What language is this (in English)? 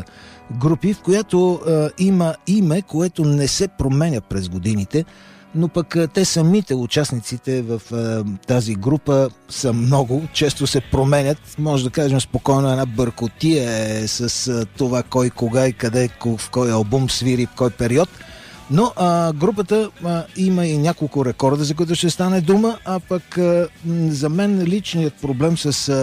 Bulgarian